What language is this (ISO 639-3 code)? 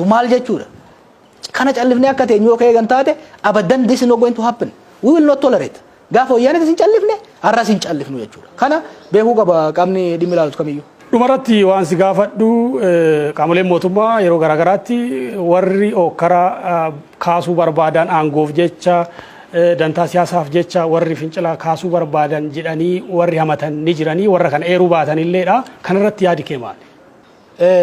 orm